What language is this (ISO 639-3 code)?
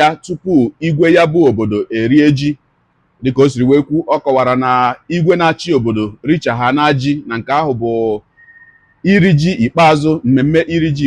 ibo